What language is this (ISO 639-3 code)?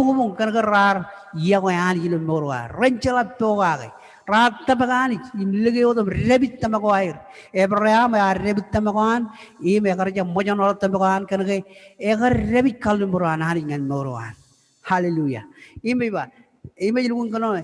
mah